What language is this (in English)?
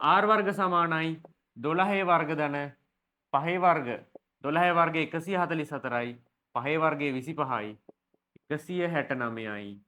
Sinhala